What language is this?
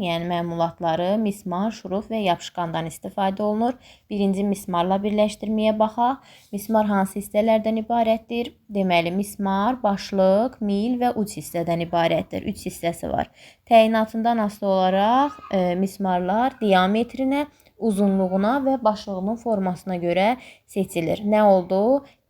Azerbaijani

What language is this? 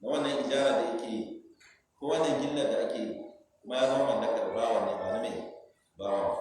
Hausa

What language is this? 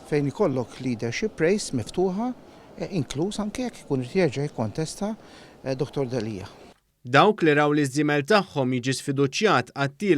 Maltese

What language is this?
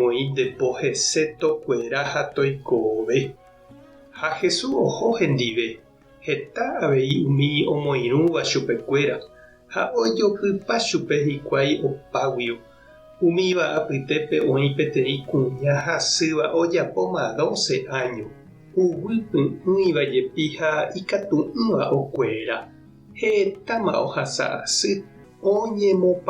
Guarani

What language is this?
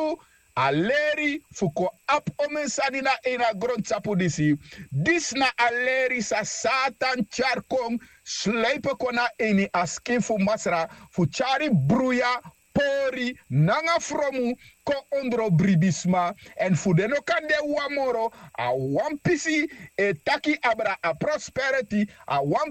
Sranan Tongo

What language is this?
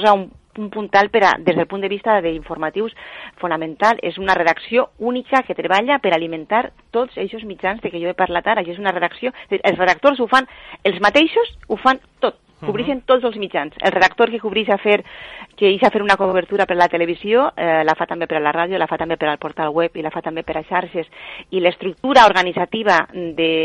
Catalan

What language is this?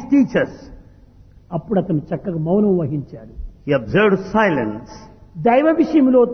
Telugu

